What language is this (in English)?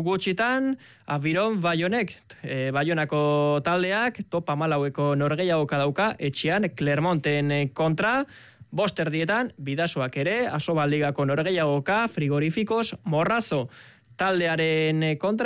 Basque